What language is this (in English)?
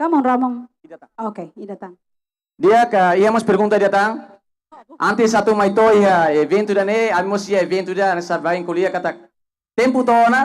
Tetum